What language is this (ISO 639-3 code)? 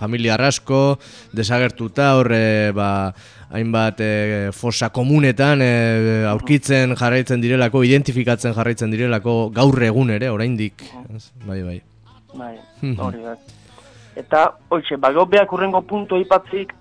eus